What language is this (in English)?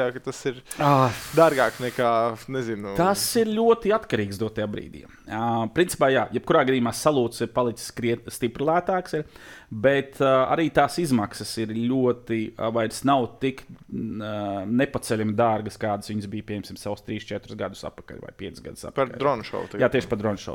Latvian